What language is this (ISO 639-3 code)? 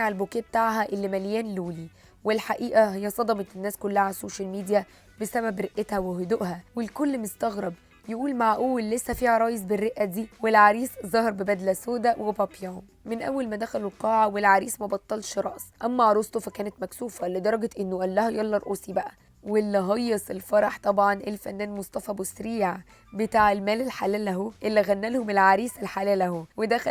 arz